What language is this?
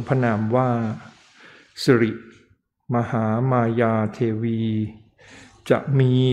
Thai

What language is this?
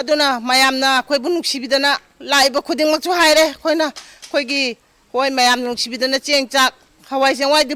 Manipuri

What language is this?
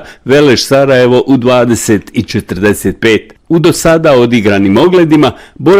Bosnian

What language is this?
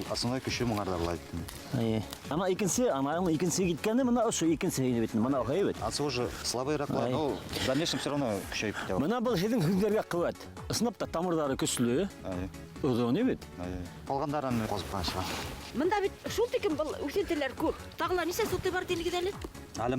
Bashkir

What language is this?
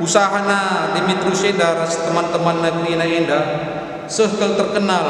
Batak Karo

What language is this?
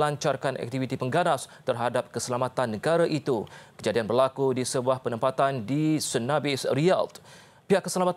Malay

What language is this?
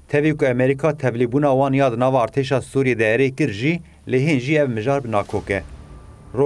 Kurdish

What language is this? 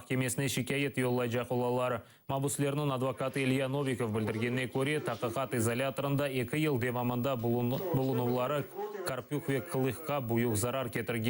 Crimean Tatar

